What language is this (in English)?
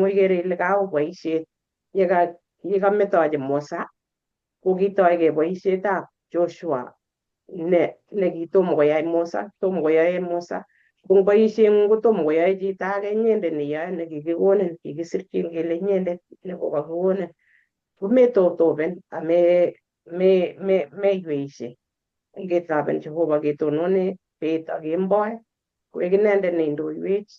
Kalenjin